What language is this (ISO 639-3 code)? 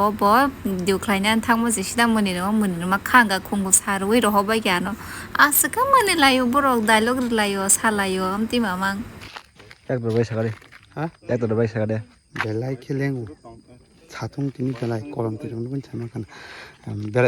trp